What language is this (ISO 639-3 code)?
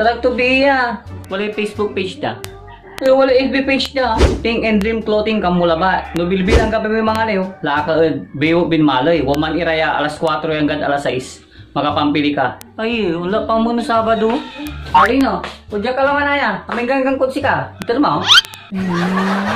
pag